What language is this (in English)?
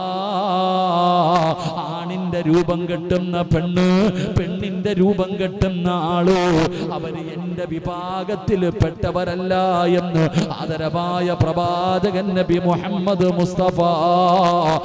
Malayalam